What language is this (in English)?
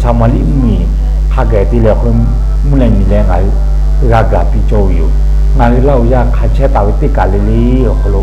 Lahu